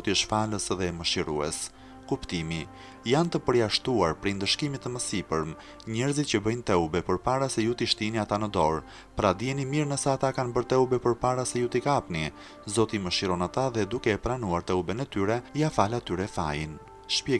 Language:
Albanian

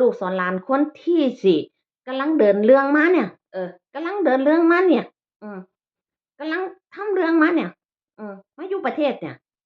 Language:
Northeastern Thai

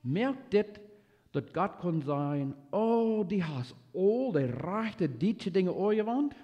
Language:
Plautdietsch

